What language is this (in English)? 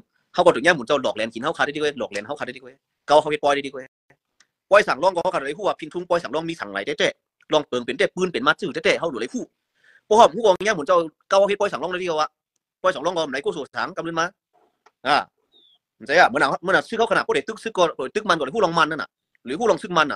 Shan